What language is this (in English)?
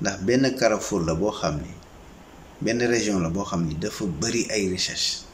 Wolof